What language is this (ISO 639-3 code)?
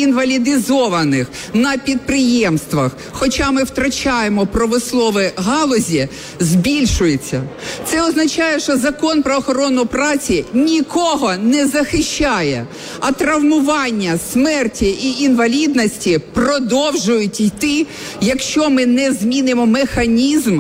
ukr